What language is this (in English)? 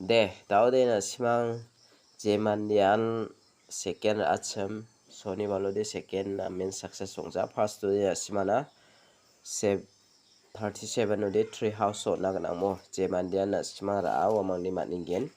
Garo